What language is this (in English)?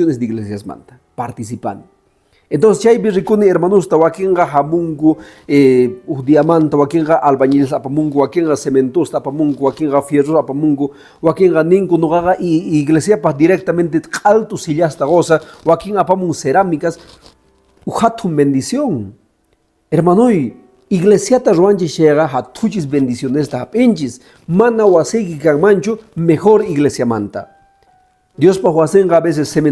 Quechua